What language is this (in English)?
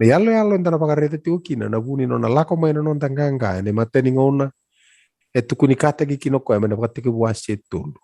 Fijian